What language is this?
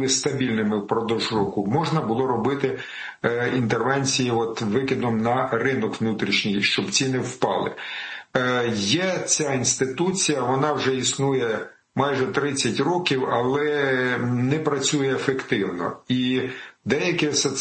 Ukrainian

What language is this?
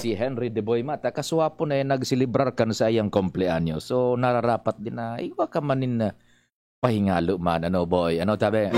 Bikol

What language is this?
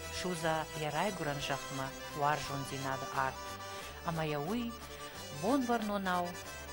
Ossetic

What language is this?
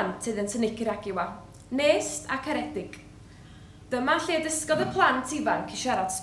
Welsh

